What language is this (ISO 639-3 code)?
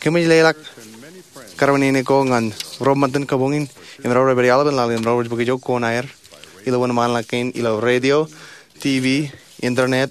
mah